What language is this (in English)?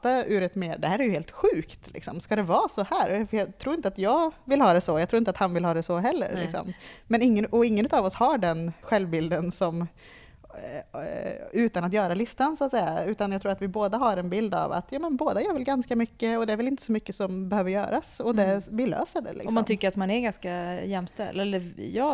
Swedish